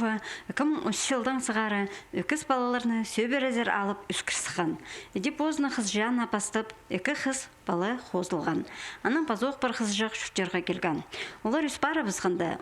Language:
Khakas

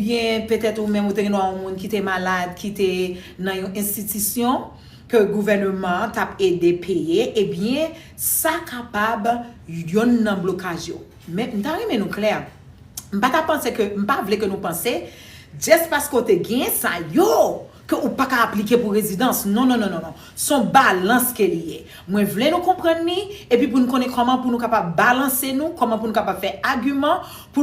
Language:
Haitian Creole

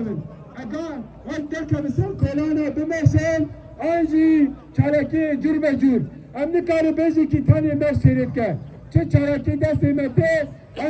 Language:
Kurdish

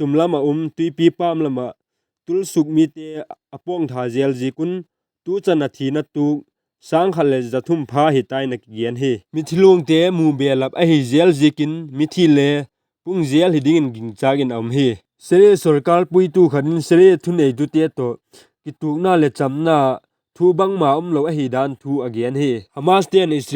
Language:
Vaiphei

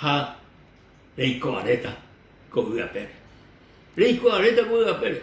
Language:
Guarani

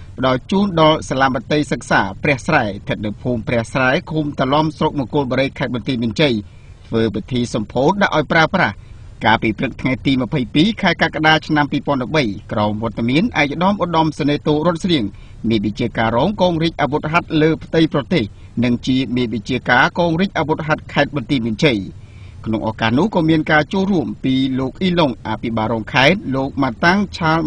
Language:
Khmer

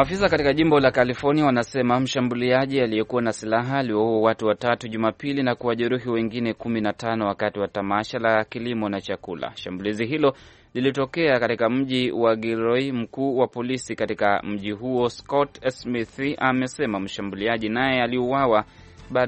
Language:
Swahili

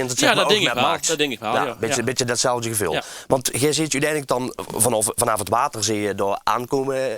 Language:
Limburgish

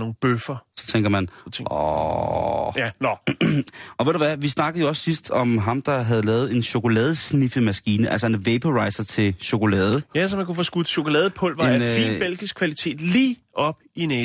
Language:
Danish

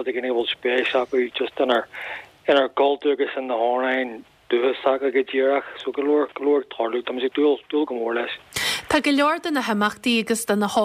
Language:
Irish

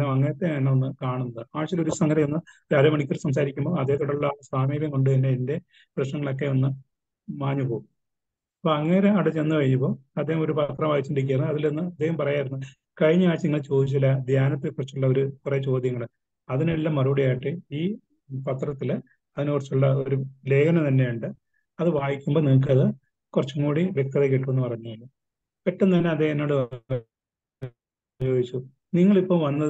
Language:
Malayalam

